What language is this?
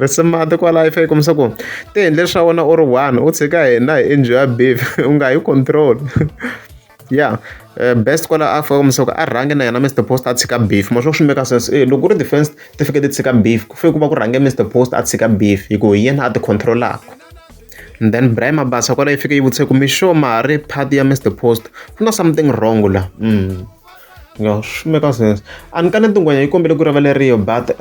Tsonga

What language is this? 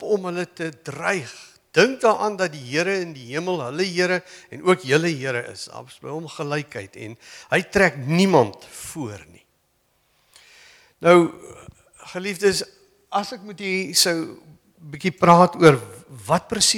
Afrikaans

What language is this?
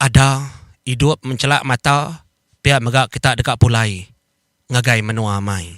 Iban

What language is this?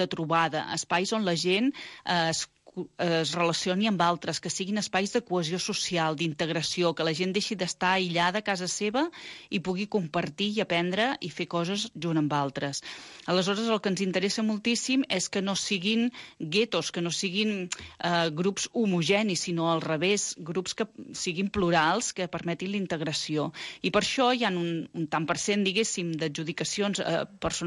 Catalan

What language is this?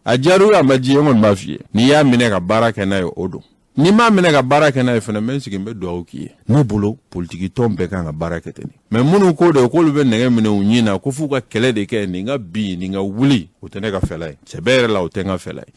Bambara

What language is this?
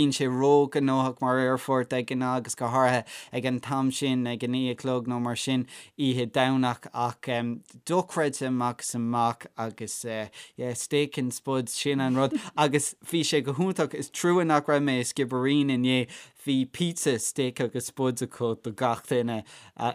Irish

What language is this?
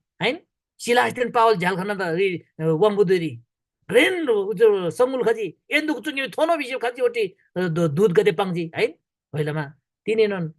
Eastern Tamang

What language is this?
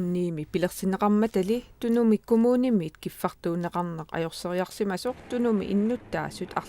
Kalaallisut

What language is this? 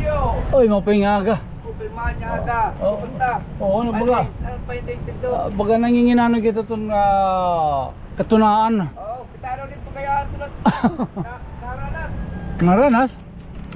Waray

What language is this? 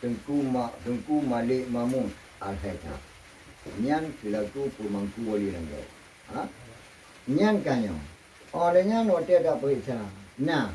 Achinese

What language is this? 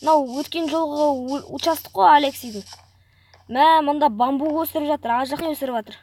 Kazakh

